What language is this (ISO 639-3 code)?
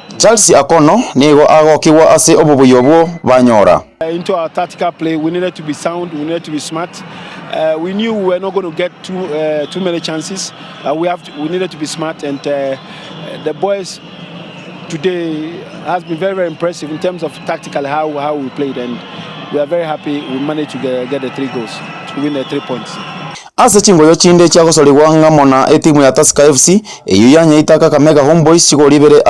guz